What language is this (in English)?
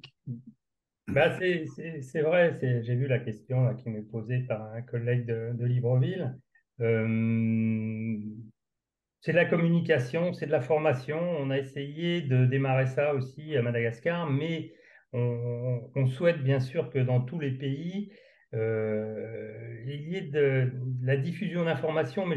French